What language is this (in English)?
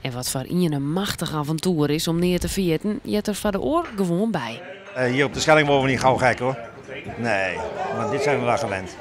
Western Frisian